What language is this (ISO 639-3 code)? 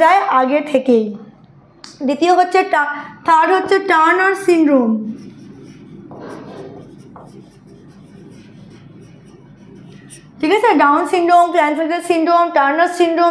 ben